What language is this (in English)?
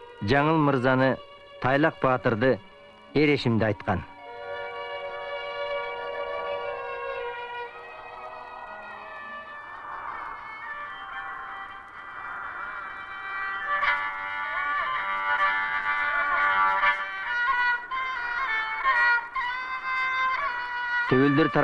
Kyrgyz